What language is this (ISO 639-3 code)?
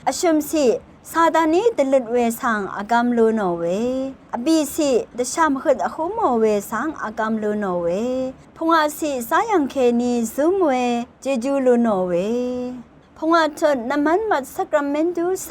raw